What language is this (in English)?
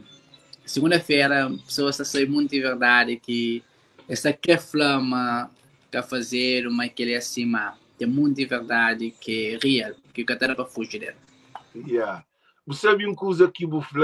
Kabuverdianu